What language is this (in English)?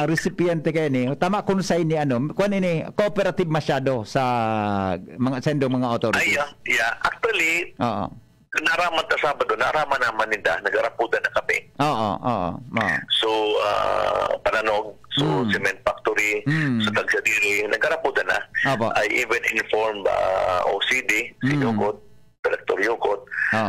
Bikol